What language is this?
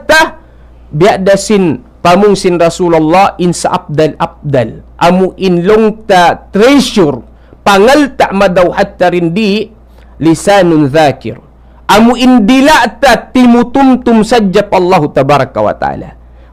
Tausug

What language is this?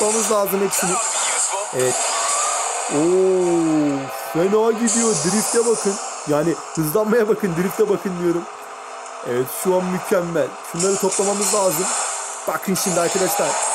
Turkish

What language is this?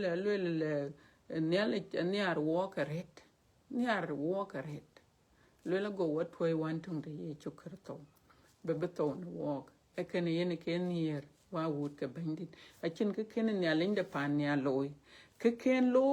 Dinka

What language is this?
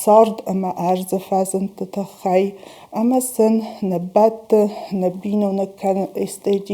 Ossetic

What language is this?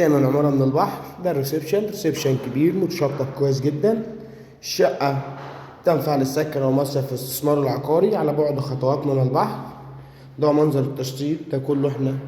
Egyptian Arabic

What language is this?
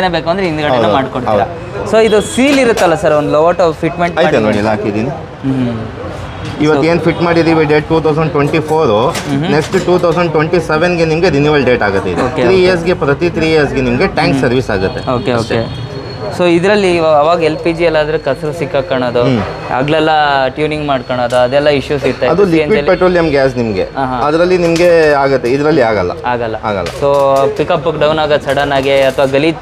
Kannada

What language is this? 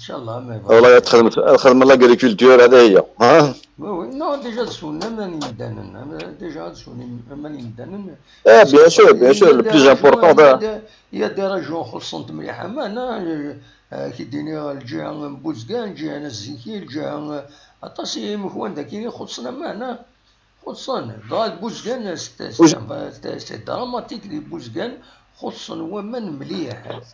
Kabyle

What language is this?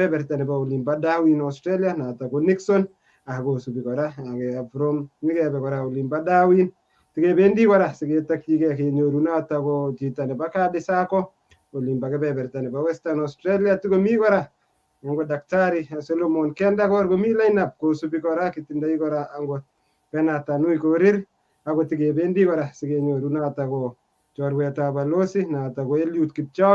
Kalenjin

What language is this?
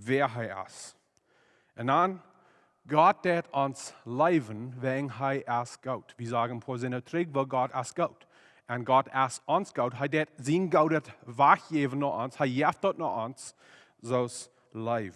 Plautdietsch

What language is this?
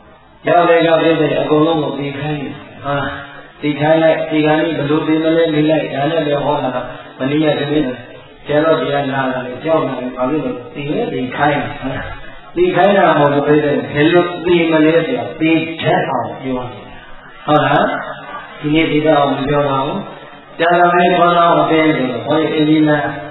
Burmese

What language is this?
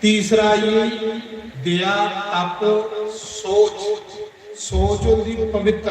Dogri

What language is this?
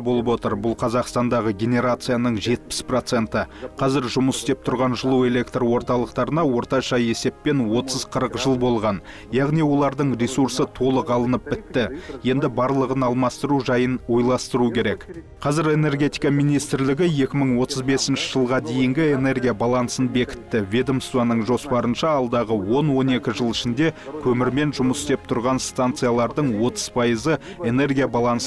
Kazakh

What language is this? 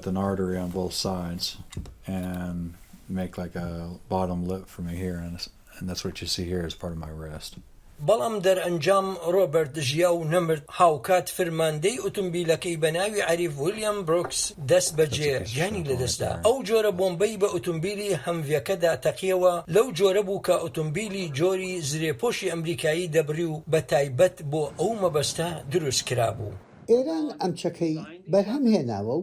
Central Kurdish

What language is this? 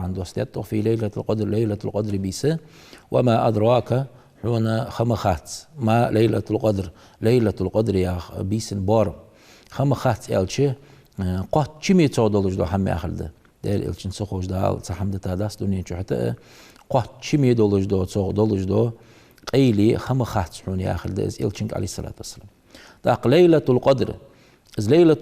Ingush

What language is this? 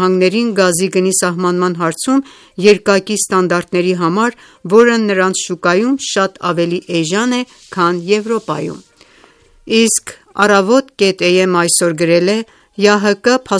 Armenian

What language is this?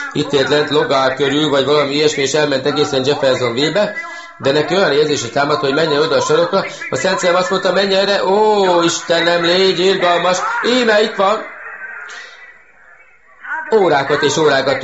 Hungarian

